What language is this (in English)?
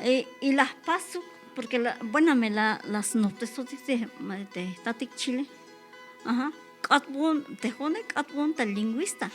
Tzeltal